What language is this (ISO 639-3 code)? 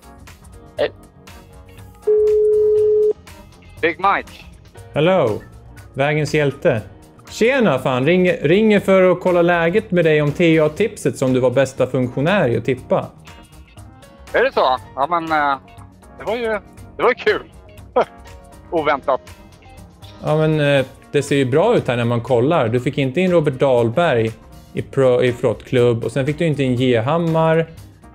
swe